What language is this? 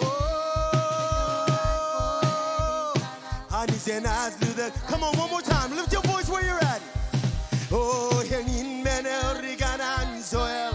Marshallese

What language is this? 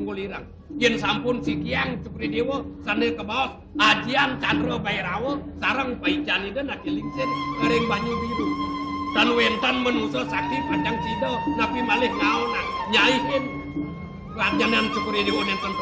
Balinese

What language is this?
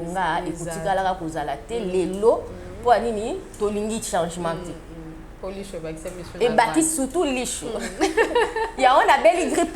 Lingala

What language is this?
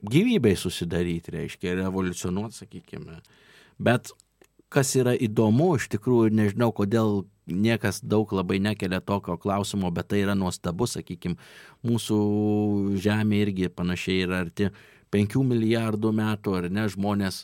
Lithuanian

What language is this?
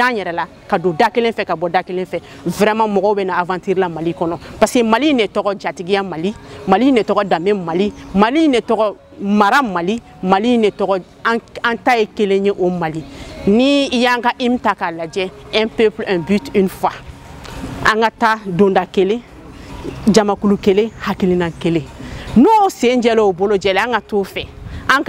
Bambara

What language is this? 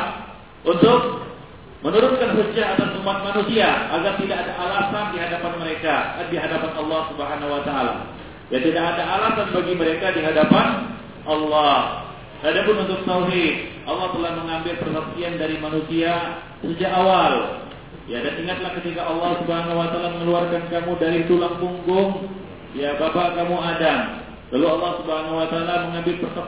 Indonesian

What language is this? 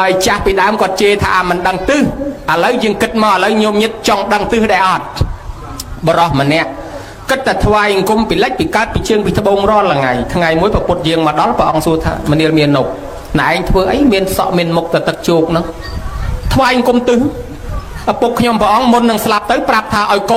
Khmer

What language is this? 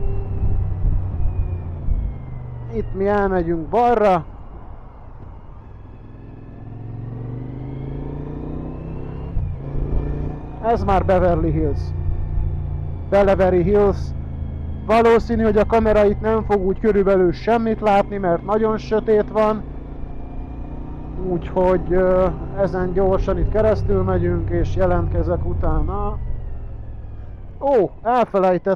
Hungarian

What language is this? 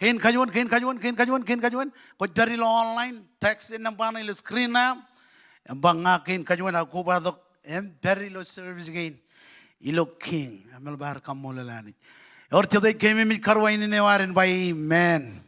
Marshallese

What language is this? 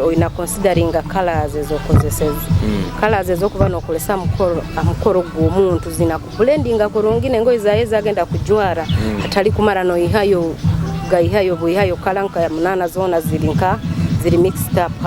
Nyoro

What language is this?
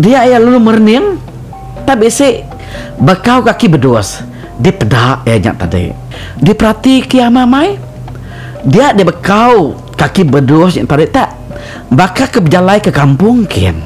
Iban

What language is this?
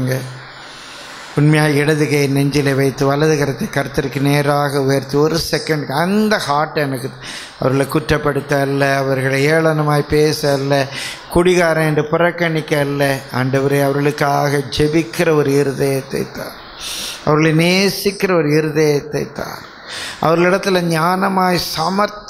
Tamil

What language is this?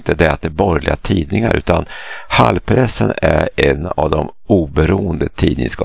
Swedish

